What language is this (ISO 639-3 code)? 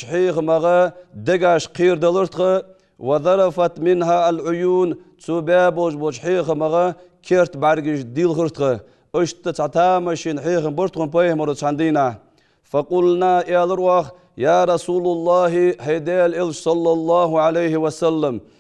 inh